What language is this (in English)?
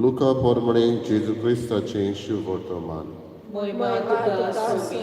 Konkani